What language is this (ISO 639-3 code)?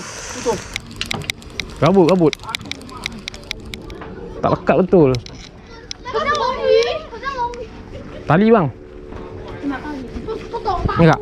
msa